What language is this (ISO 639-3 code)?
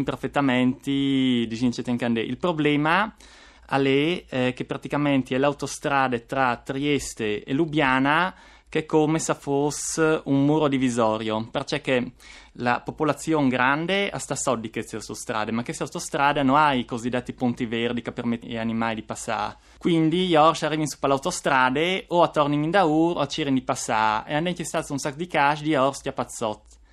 fur